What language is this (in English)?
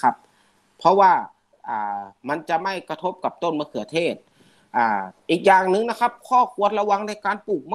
Thai